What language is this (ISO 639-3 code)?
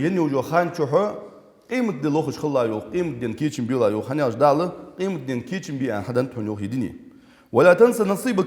inh